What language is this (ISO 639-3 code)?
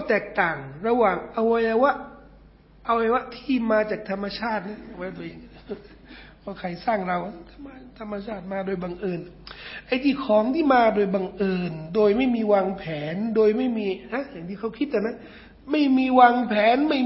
tha